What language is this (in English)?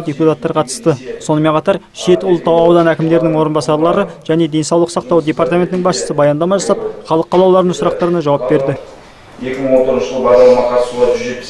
Kazakh